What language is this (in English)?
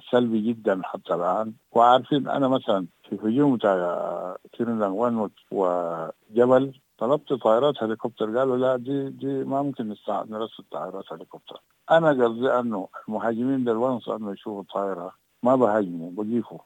Sudanese Arabic